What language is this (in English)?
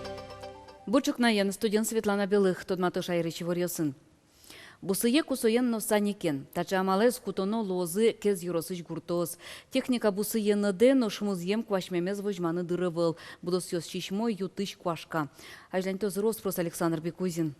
Udmurt